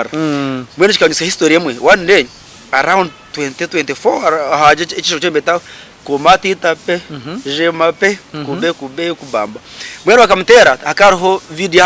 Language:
Nyankole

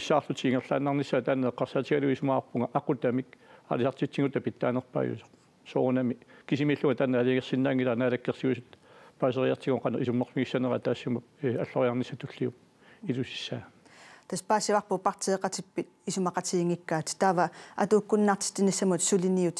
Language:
Kalaallisut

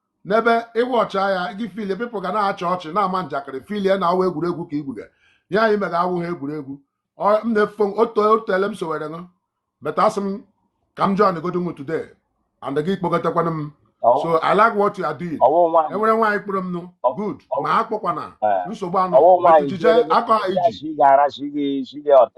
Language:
Igbo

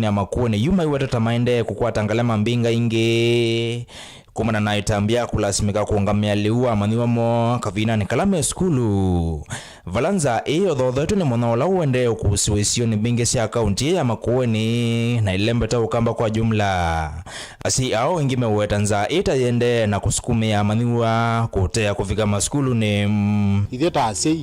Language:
Kamba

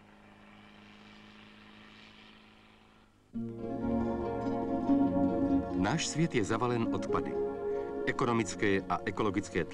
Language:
Czech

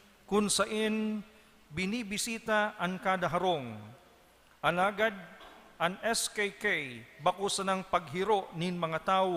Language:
Bikol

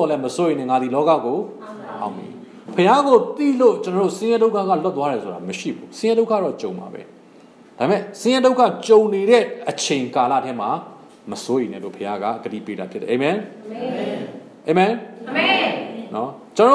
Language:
Burmese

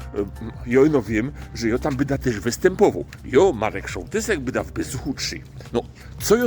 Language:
Silesian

